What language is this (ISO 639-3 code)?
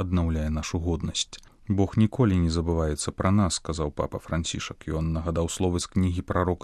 bel